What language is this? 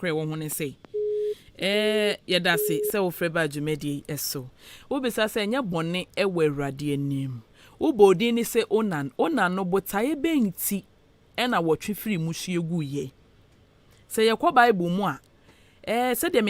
Akan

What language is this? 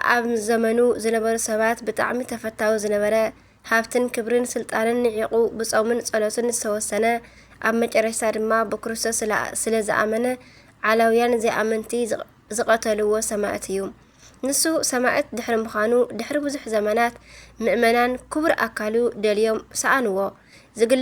Tigrinya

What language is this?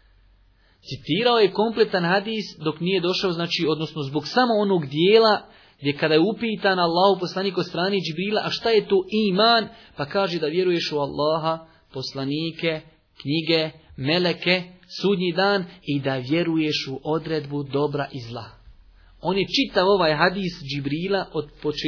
Bosnian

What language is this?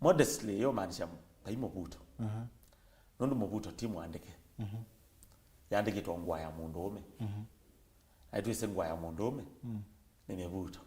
Kamba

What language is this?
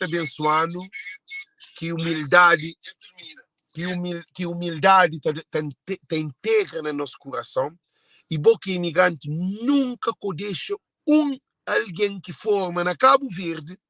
Kabuverdianu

